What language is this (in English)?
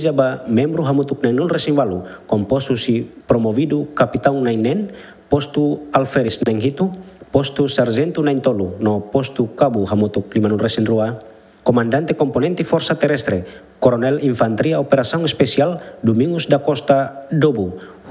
Tetum